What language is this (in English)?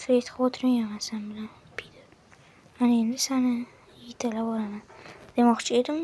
Uzbek